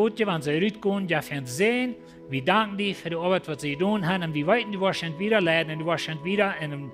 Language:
Plautdietsch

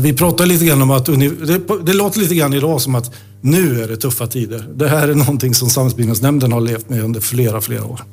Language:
Swedish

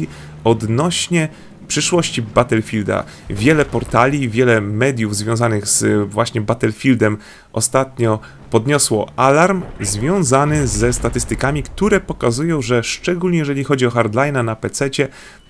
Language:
Polish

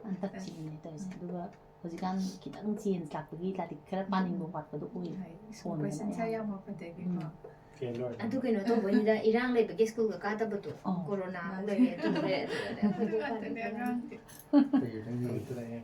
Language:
Manipuri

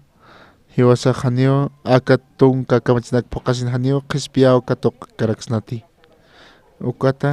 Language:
Aymara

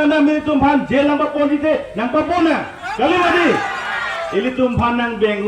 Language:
Karbi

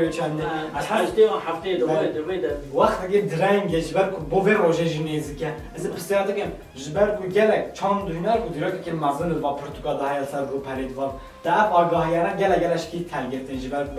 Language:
Kurdish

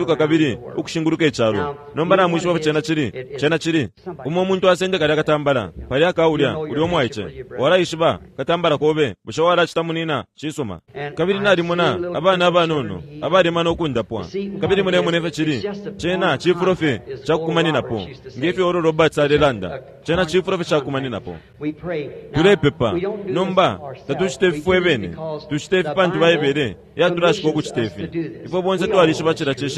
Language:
Bemba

